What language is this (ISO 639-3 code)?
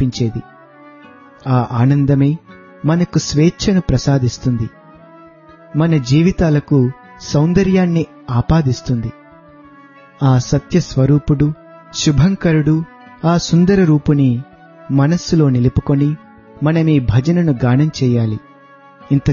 tel